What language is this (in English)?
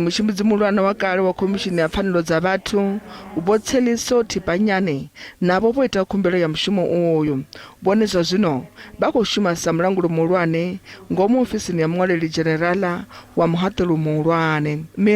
Venda